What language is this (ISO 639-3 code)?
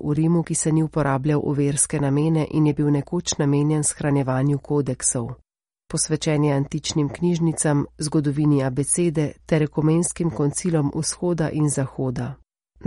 slv